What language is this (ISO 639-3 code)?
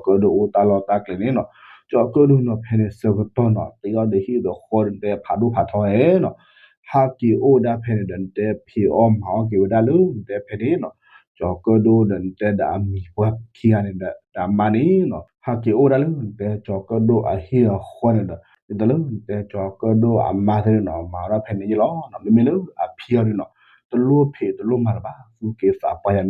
ksw